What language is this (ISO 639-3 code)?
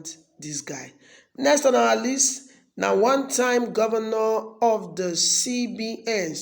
pcm